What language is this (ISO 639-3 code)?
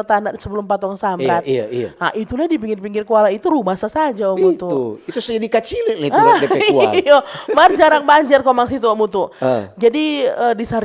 xmm